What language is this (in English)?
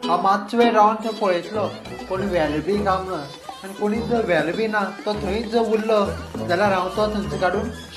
Konkani